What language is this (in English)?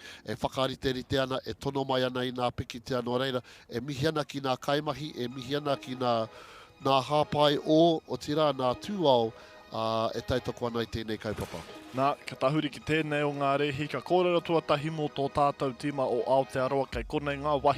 Māori